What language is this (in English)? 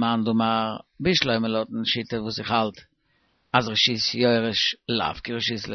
Yiddish